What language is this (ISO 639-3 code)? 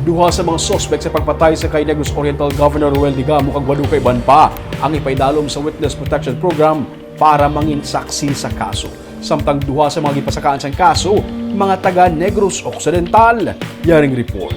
hil